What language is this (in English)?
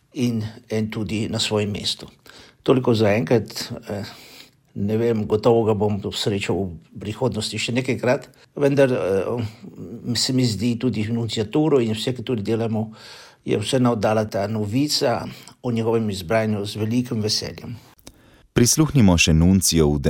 Slovenian